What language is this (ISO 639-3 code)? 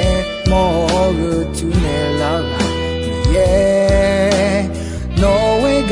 ahk